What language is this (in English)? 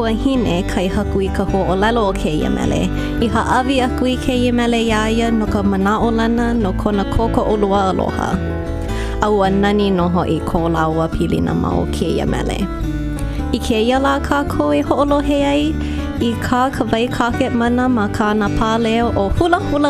Hawaiian